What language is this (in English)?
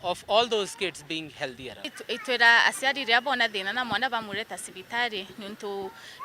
Meru